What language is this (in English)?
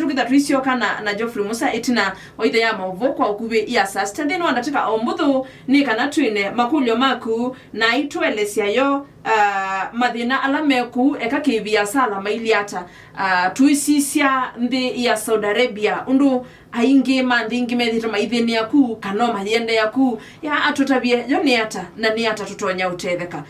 Kamba